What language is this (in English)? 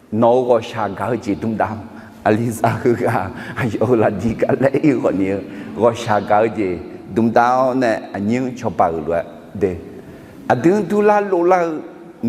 Akha